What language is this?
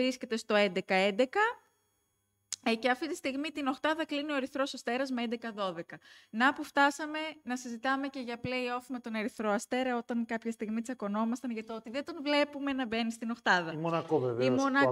Greek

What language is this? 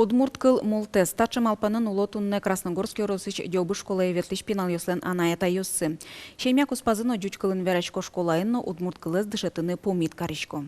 Udmurt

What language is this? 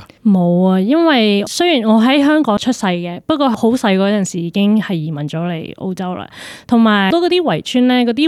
Cantonese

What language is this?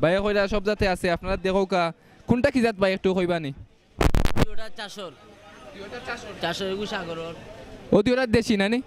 Sylheti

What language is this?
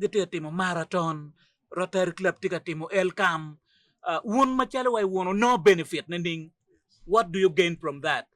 Acoli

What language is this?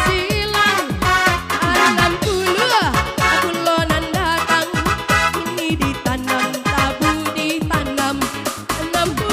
Minangkabau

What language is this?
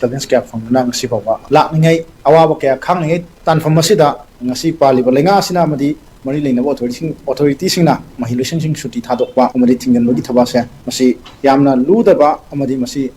Manipuri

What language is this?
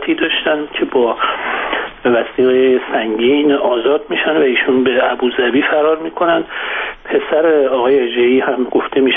Persian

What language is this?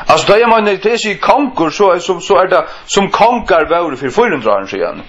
Faroese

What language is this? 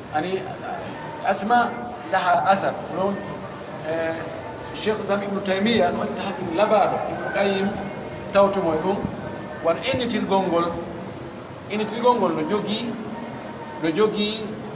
Pular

